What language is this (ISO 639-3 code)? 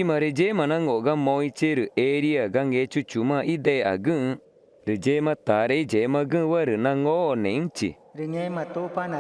tca